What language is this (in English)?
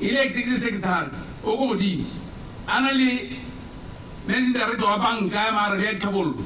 Tswana